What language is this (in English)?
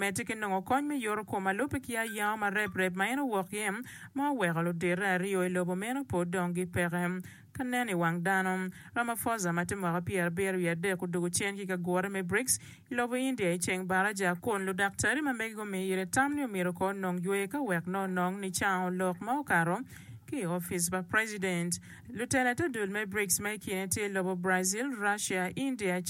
Acoli